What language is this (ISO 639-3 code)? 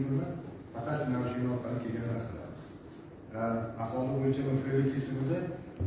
uzb